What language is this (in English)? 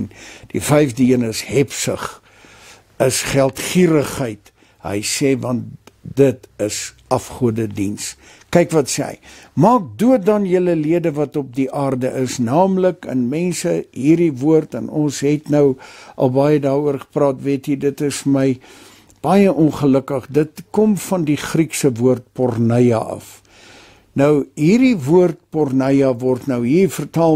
Afrikaans